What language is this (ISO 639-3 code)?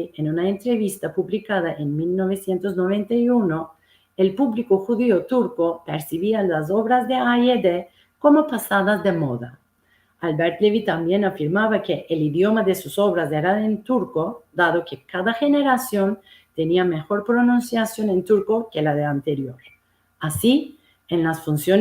lad